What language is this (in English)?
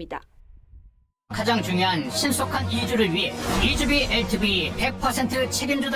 Korean